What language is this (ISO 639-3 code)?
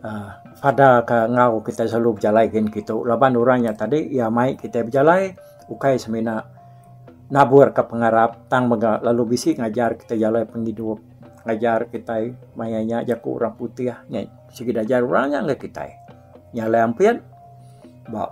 iba